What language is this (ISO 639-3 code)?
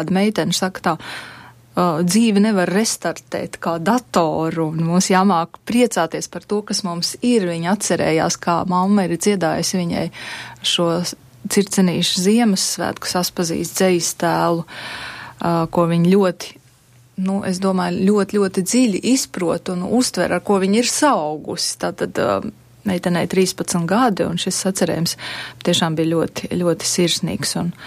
lav